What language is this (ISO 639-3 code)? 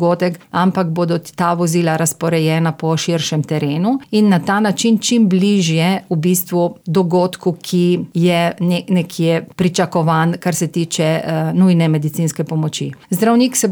slv